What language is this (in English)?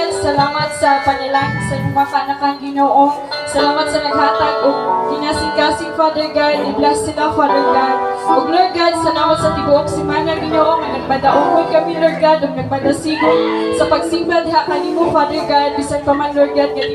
Cebuano